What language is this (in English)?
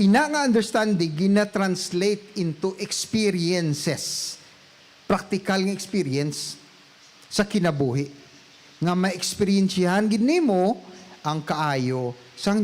Hiligaynon